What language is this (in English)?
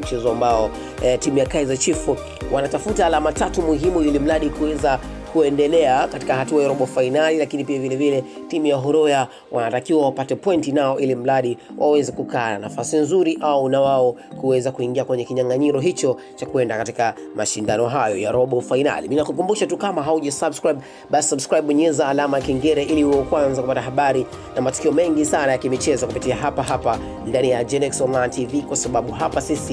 Swahili